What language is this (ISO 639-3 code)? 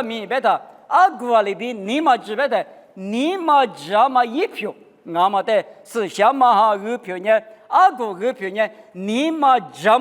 lis